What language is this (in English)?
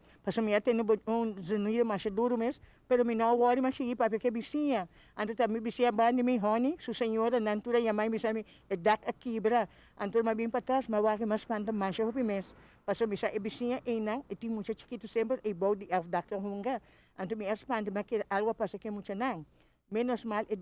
Papiamento